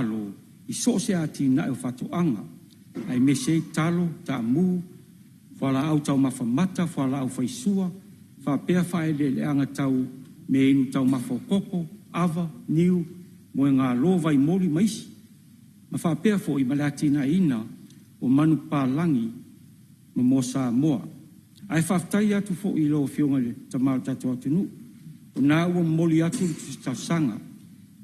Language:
Samoan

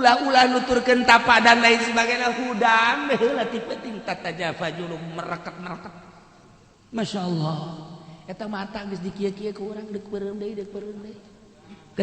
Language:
Sundanese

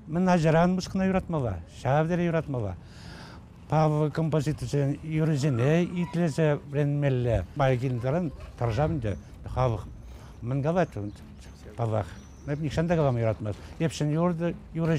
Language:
Chuvash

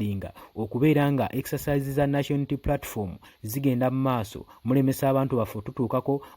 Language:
Ganda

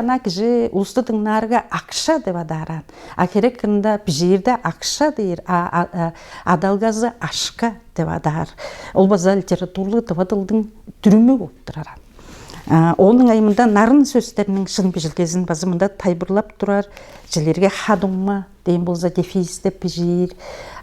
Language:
Tuvinian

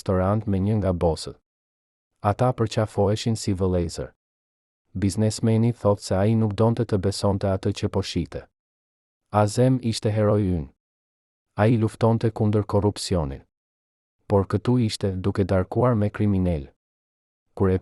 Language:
Albanian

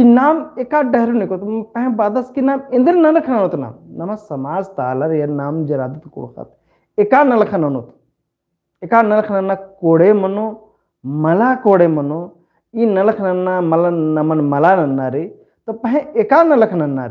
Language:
Kurukh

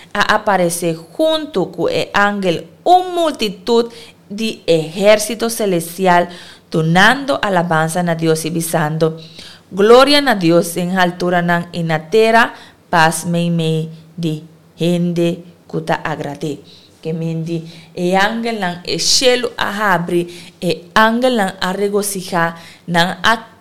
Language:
Papiamento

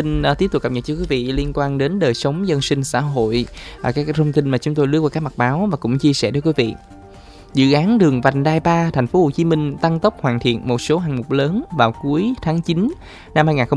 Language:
Vietnamese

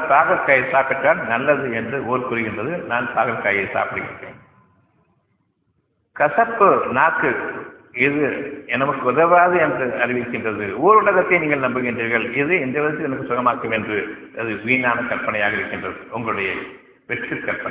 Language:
Tamil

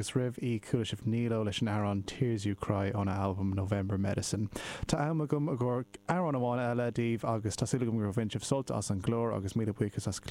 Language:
Irish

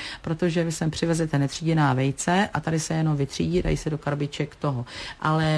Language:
Czech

